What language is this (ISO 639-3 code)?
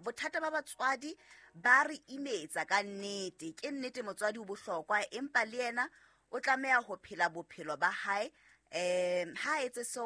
sot